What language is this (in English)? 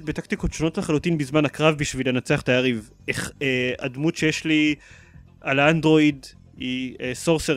Hebrew